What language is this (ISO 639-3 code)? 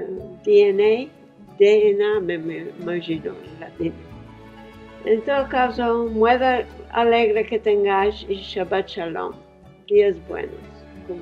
lad